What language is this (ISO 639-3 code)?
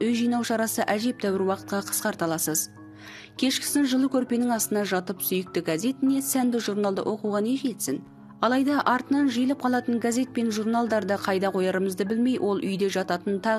kaz